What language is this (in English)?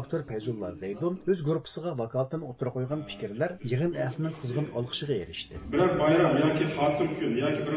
Uyghur